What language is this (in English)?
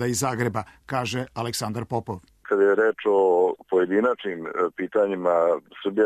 Serbian